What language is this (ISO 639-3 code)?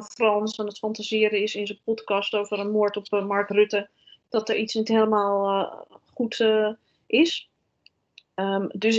nld